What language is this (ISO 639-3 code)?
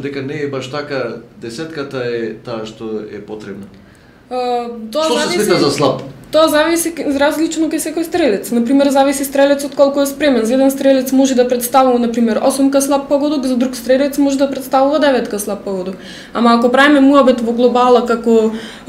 mkd